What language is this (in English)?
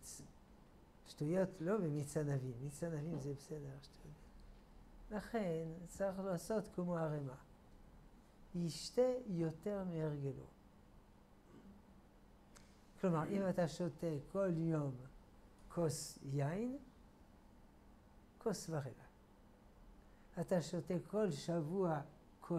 Hebrew